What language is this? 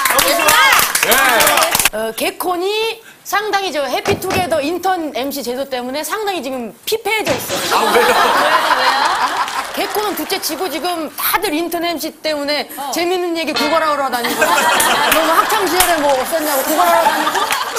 Korean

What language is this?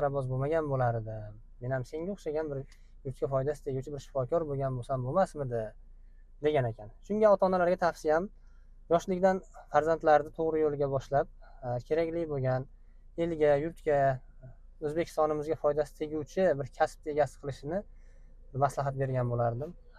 Uzbek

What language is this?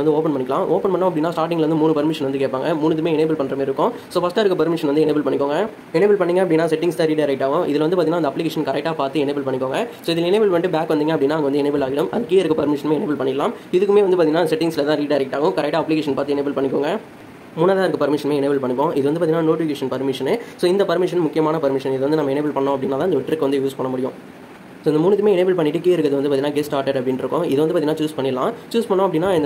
Tamil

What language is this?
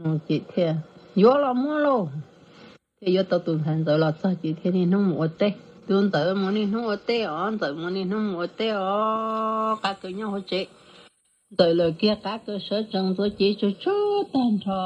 Hmong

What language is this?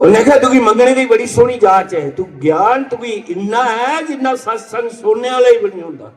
Dogri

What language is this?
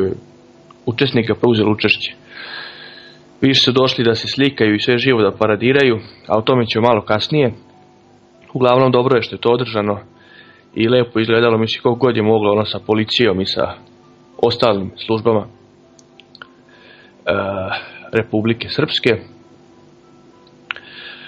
Serbian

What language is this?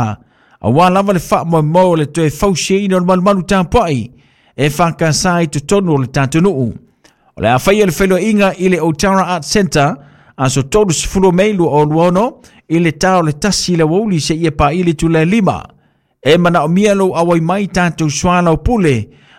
Samoan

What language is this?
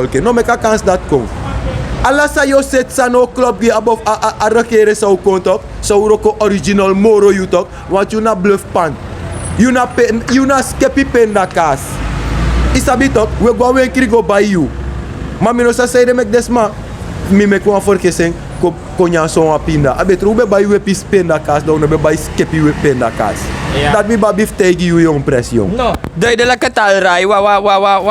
Sranan Tongo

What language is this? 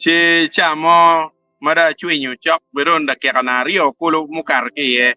Acoli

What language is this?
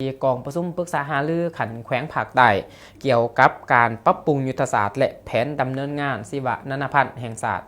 Lao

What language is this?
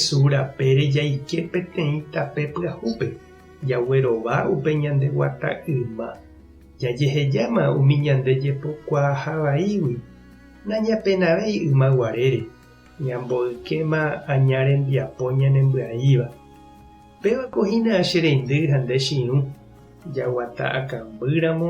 Guarani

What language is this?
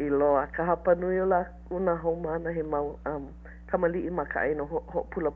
Hawaiian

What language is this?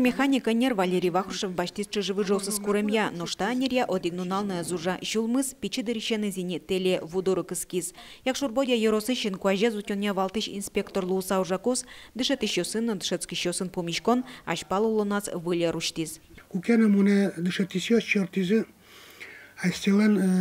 Udmurt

